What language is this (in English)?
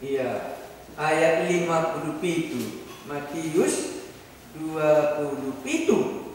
Batak Karo